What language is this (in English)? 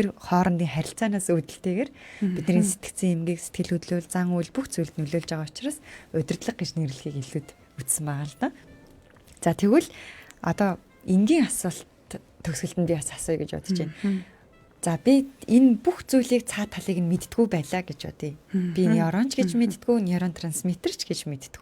Mongolian